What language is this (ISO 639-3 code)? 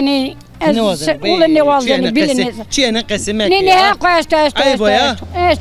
zza